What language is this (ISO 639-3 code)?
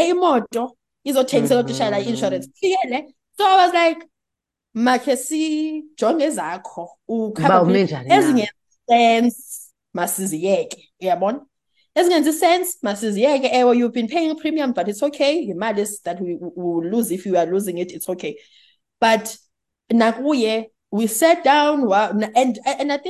xho